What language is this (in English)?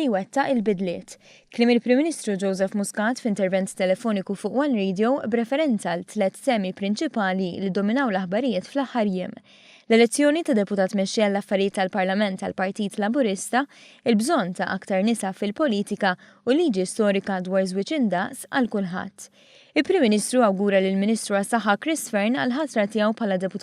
Maltese